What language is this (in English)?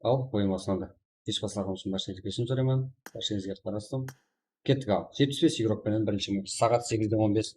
Kara-Kalpak